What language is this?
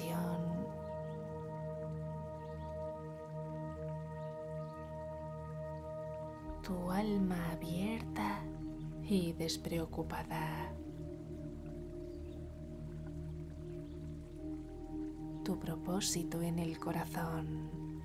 Spanish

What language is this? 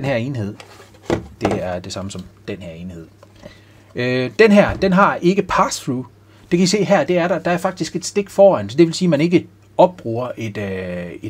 Danish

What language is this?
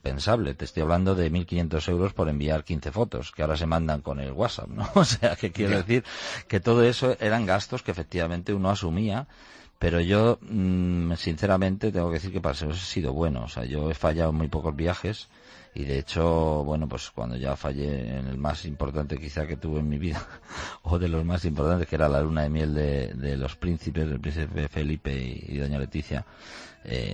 Spanish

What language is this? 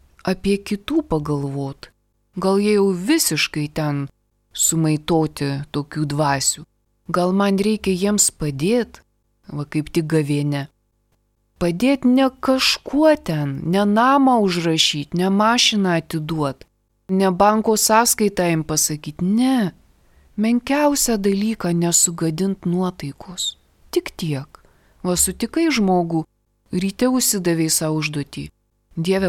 Lithuanian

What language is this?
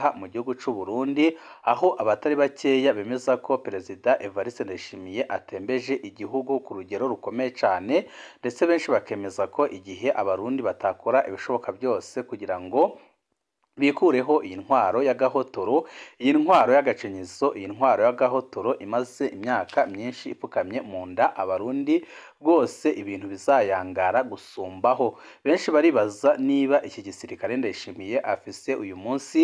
Rundi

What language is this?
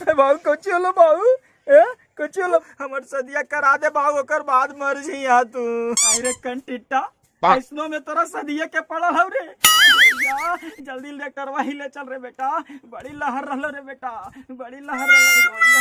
Magahi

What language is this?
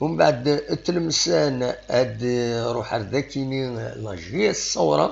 Kabyle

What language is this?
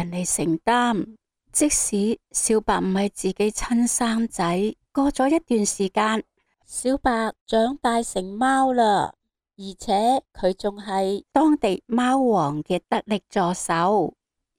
Cantonese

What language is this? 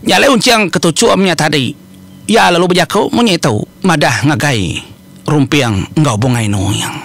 Iban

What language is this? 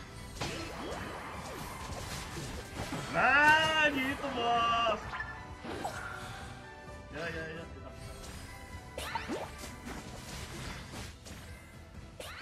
Indonesian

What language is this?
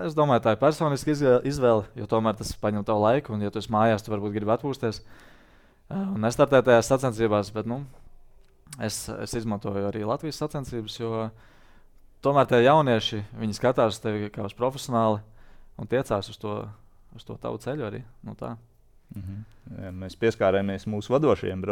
Latvian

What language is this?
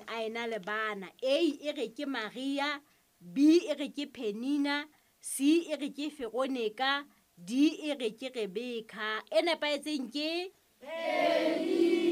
Southern Sotho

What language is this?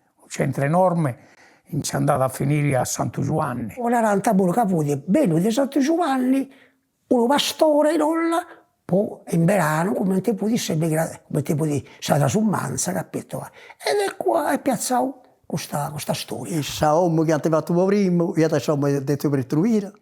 Sardinian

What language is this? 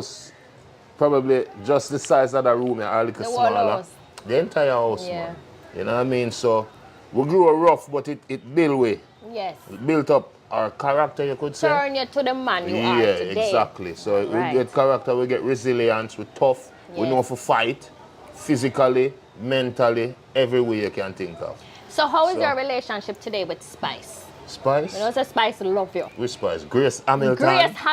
Jamaican Creole English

